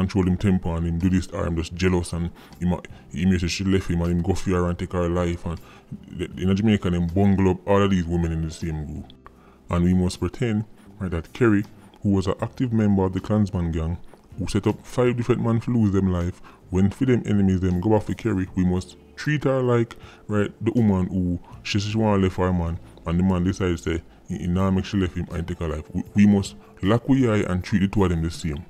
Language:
Jamaican Creole English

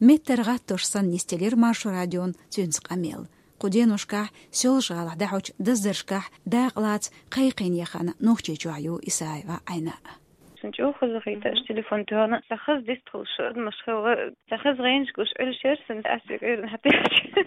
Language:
Chechen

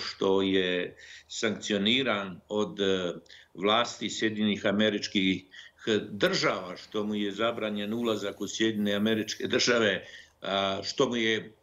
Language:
Bosnian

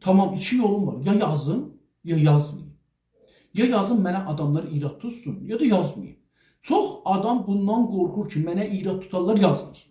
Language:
South Azerbaijani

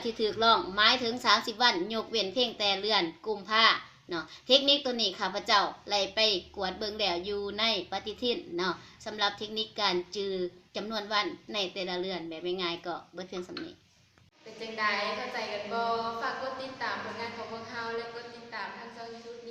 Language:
Lao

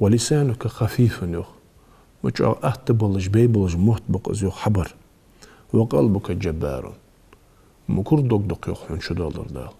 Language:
Ingush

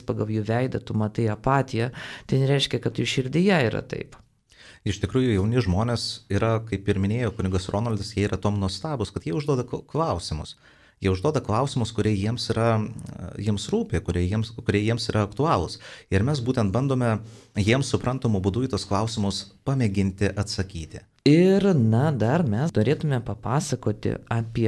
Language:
Lithuanian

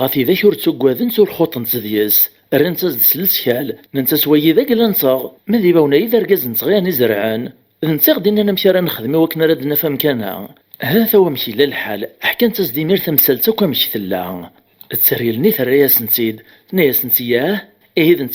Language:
Kabyle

